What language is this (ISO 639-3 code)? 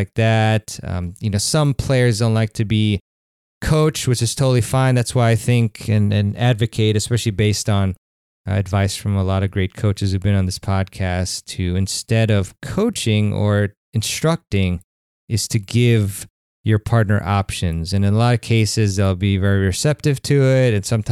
eng